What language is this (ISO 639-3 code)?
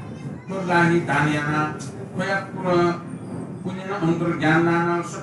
new